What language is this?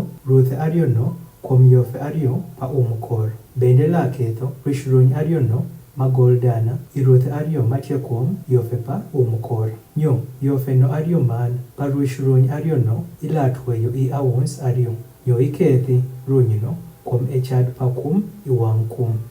Adhola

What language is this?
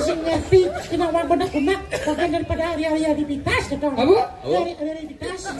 Balinese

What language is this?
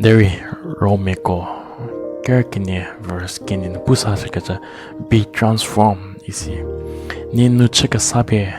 Angami Naga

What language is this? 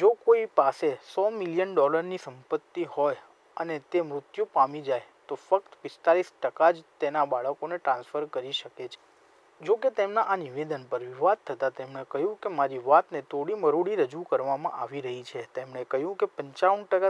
Gujarati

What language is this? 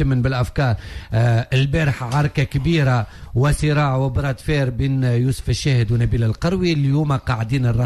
Tunisian Arabic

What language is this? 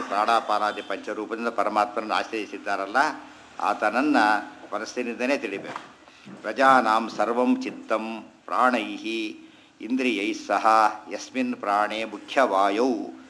Kannada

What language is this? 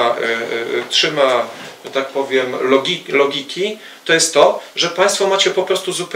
Polish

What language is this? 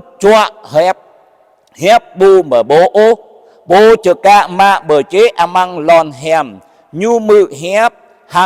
Jarai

